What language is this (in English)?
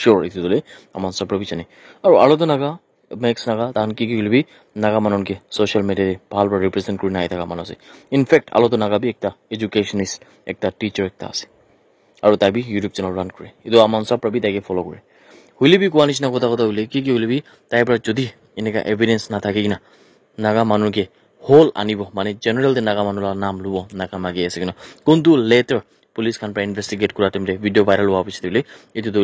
Naga Pidgin